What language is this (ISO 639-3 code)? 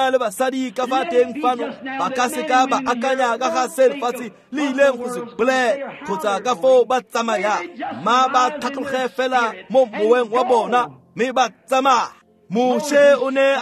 tsn